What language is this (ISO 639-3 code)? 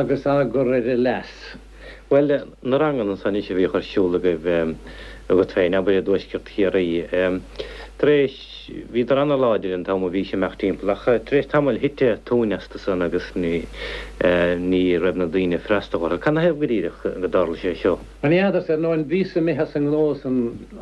gle